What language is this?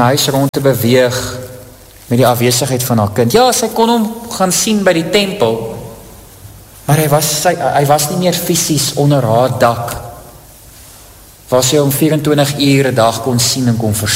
Afrikaans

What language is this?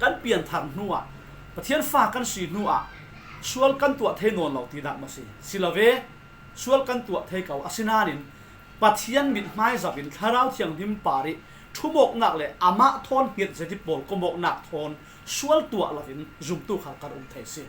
Falam Chin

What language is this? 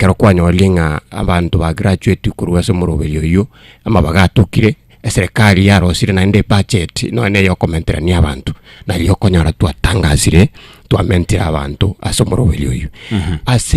Gusii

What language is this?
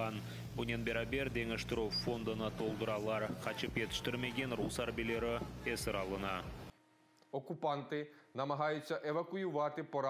Crimean Tatar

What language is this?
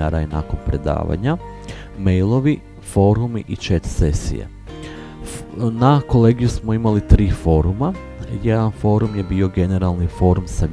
Croatian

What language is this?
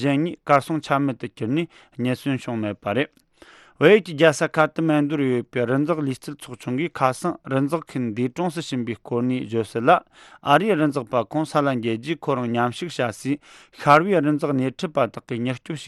Tibetan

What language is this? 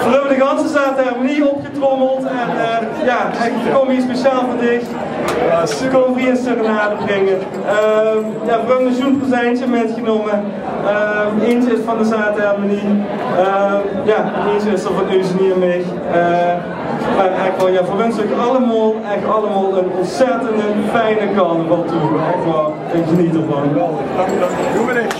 Limburgish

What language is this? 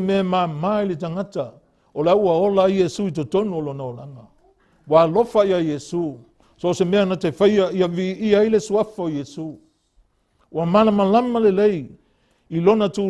Samoan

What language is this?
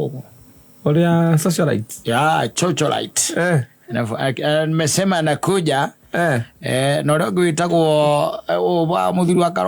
Kikuyu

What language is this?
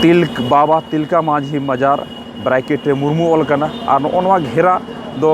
Santali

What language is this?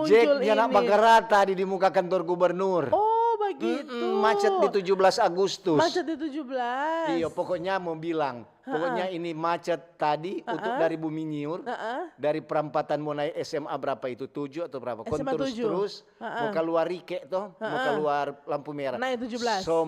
Manado Malay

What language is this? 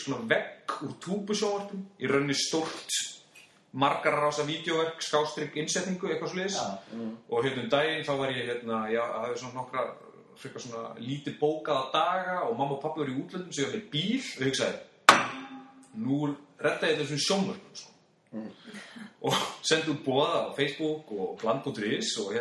Icelandic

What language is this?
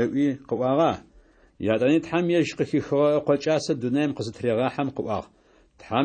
Adyghe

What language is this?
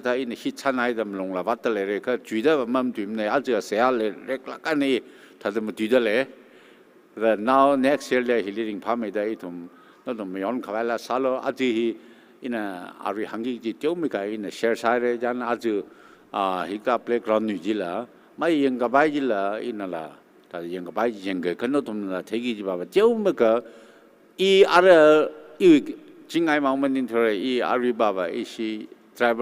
Tangkhul Naga (India)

